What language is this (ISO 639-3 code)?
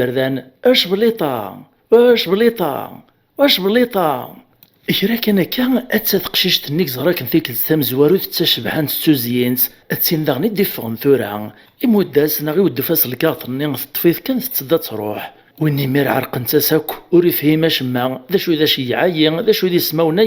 kab